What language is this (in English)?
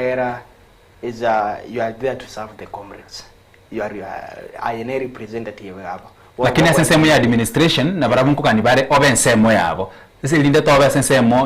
Gusii